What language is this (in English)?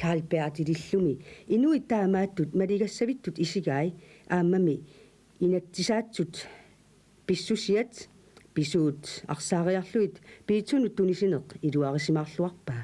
Kalaallisut